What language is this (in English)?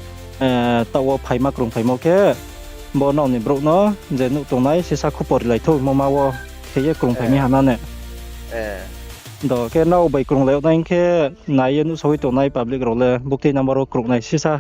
Riang (India)